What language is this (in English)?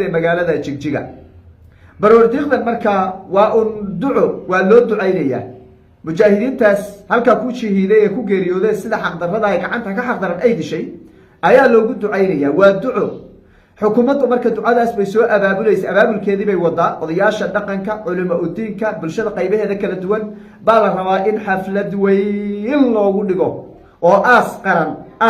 Somali